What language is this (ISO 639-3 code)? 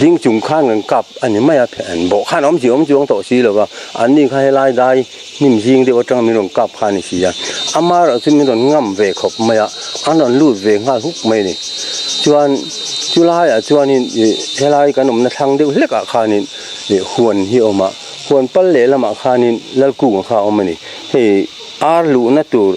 lus